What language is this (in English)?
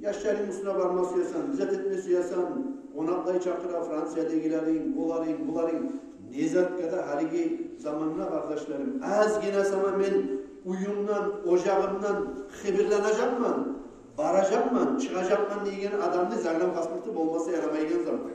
Kumyk